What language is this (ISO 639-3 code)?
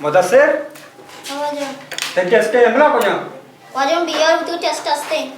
bal